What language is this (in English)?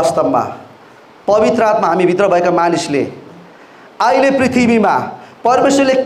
Nepali